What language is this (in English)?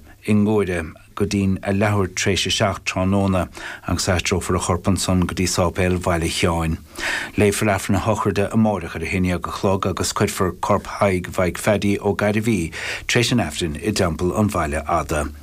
Irish